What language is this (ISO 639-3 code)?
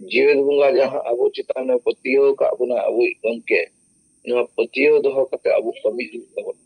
sat